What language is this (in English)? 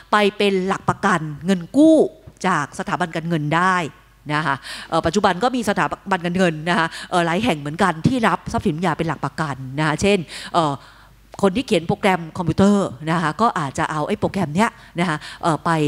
Thai